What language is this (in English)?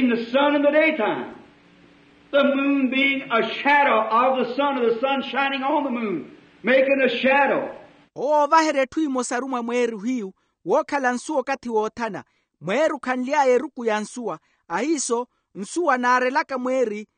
Makhuwa